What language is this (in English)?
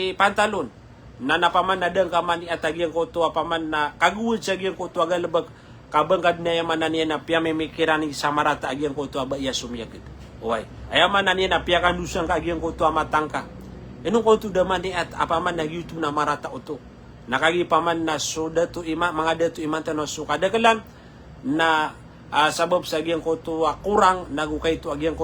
Maranao